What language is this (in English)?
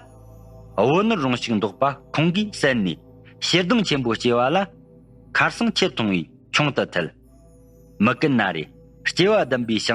Tibetan